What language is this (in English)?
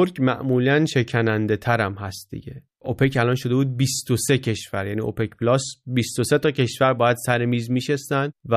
Persian